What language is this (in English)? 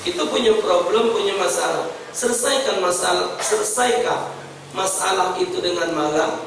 Musi